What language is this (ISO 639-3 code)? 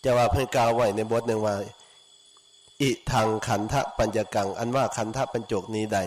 lao